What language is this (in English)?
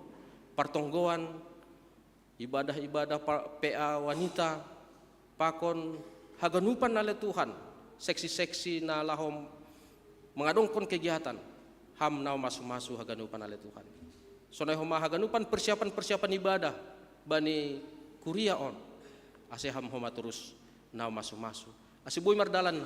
Batak Simalungun